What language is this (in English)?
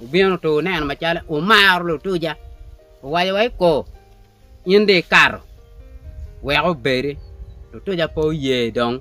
Acoli